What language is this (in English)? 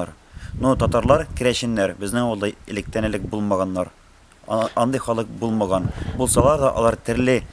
Tatar